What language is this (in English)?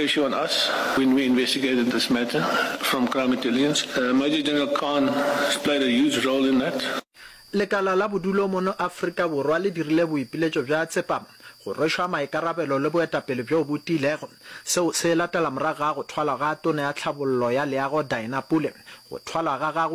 Northern Sotho